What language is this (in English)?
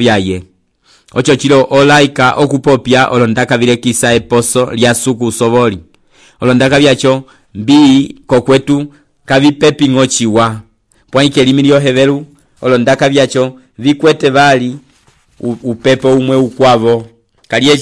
Umbundu